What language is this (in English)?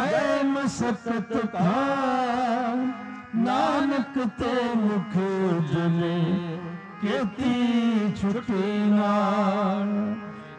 Punjabi